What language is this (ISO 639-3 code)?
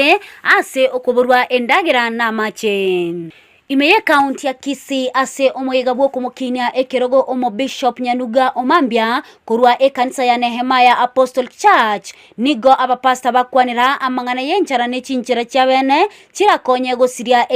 guz